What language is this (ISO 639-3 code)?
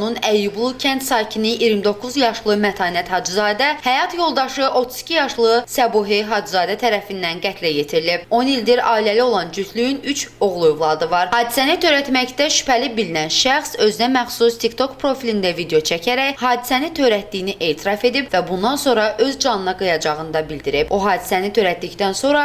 aze